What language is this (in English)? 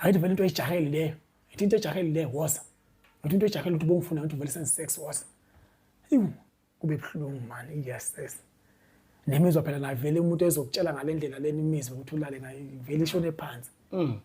Zulu